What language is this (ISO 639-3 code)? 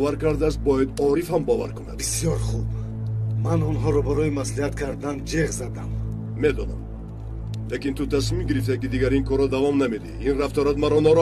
tgk